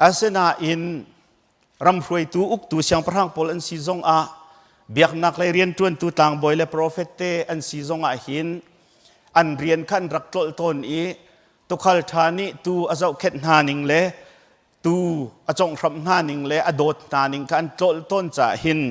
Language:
Hakha Chin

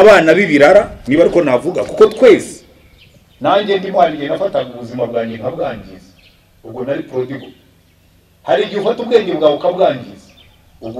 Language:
Kinyarwanda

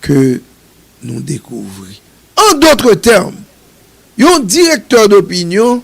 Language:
Haitian Creole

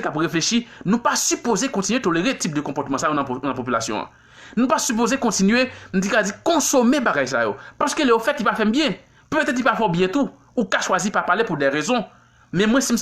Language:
Haitian Creole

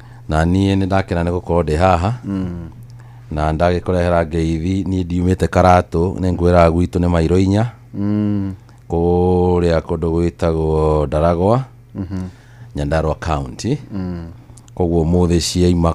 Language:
Kikuyu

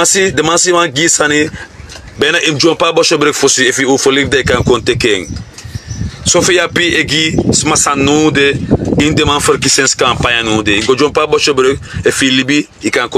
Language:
Sranan Tongo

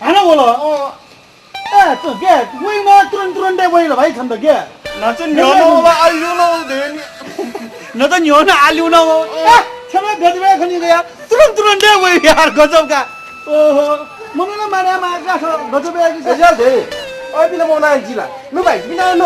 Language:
Newari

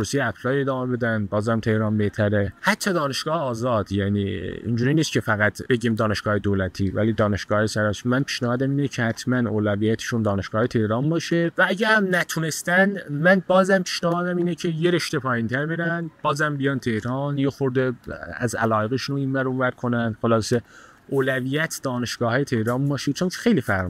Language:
Persian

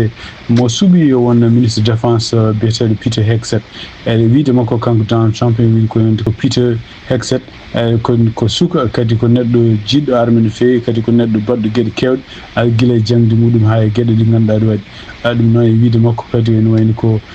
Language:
Fula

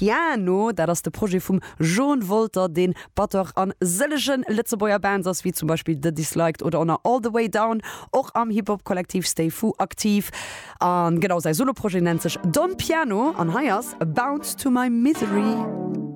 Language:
Luxembourgish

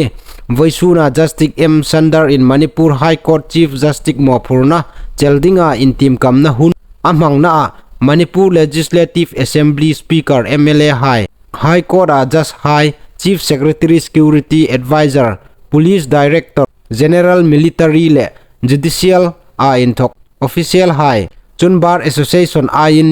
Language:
Hmar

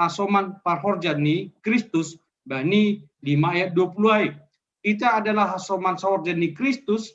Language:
Batak Simalungun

